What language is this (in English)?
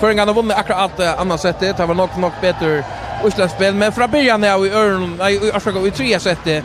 Faroese